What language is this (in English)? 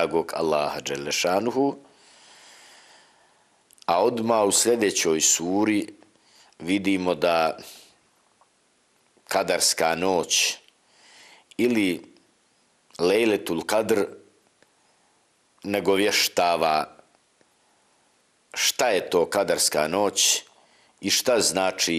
Bosnian